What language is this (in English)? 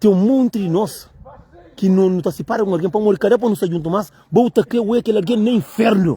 Kabuverdianu